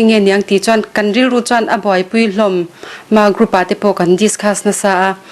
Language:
Mizo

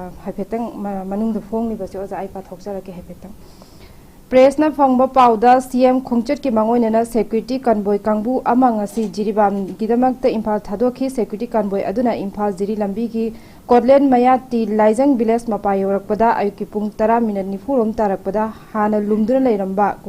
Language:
Manipuri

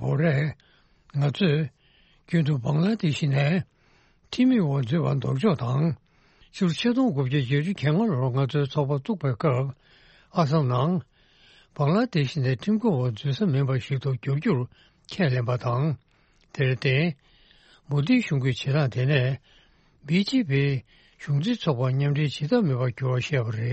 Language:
Tibetan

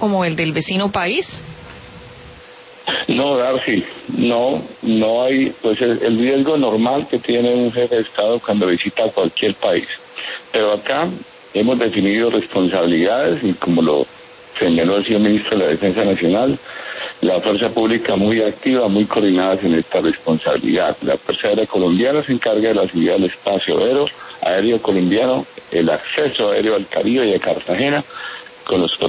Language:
Spanish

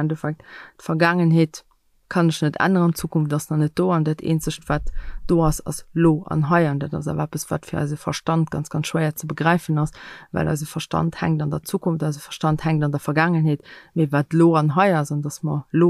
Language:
Luxembourgish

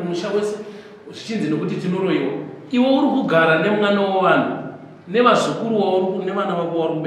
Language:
Shona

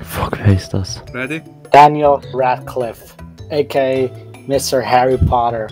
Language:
Swiss German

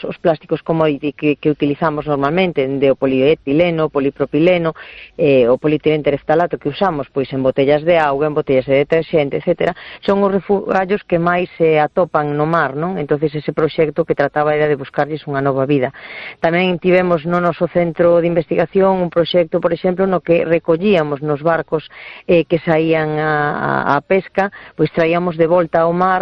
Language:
Galician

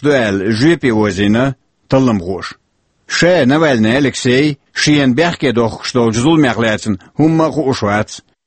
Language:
Chechen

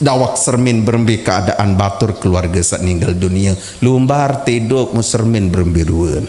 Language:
Sasak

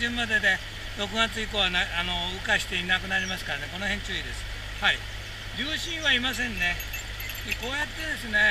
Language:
Japanese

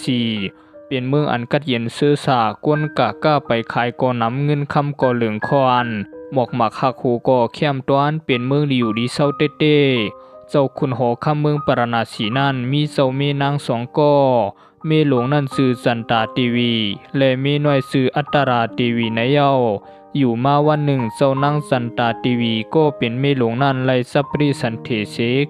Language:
Shan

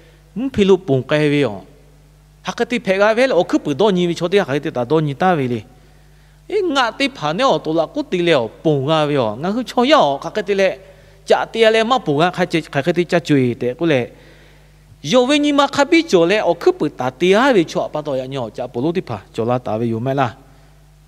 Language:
Lahu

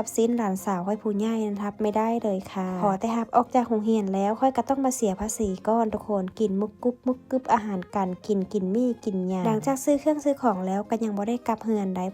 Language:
Lao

